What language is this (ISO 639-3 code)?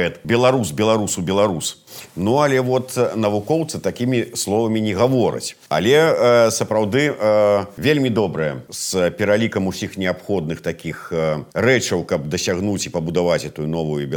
bel